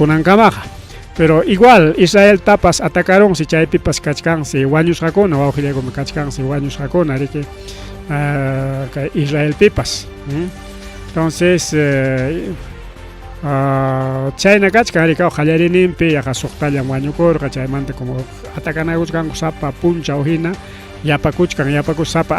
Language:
Ayacucho Quechua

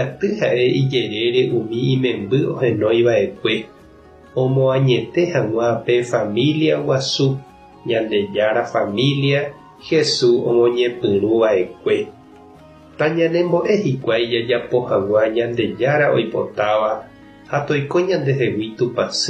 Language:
Guarani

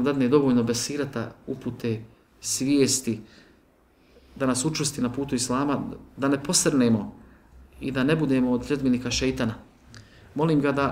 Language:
Bosnian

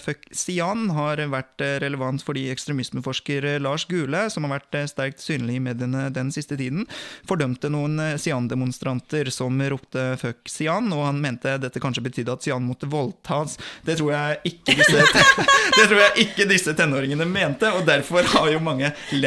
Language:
Norwegian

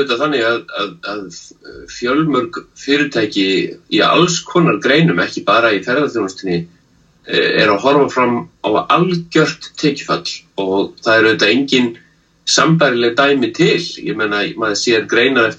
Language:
Icelandic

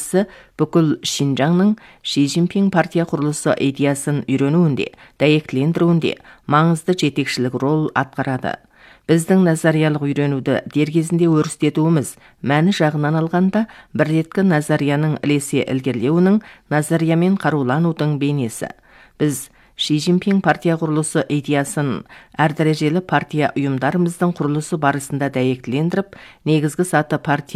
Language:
Kazakh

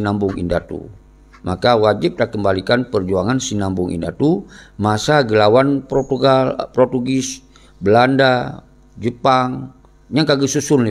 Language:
Achinese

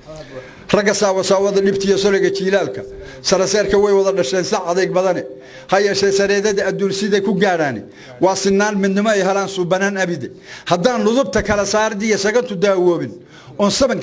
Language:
Somali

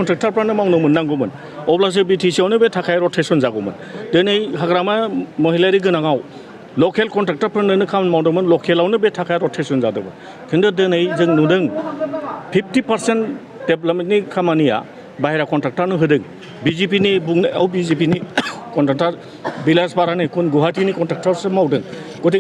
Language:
Bodo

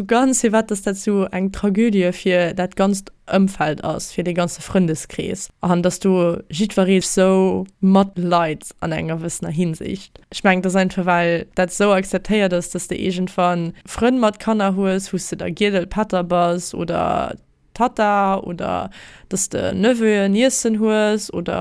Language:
Luxembourgish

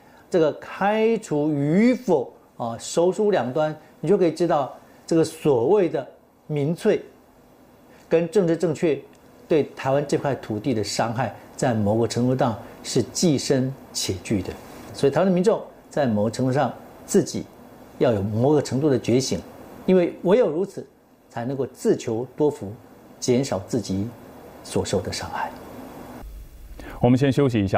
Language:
Chinese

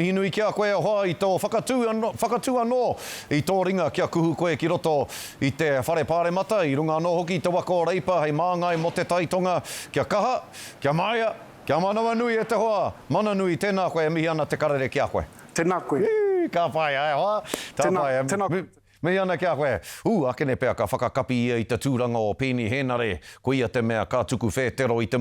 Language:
Māori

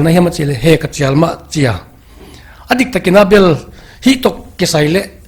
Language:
Paite Chin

